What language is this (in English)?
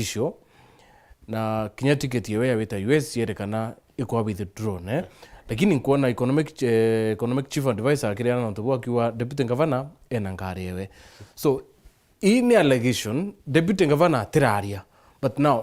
Meru